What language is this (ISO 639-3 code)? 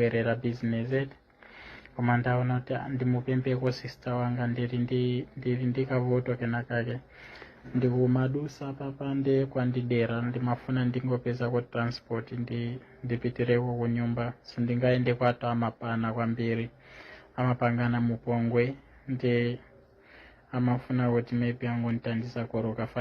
nya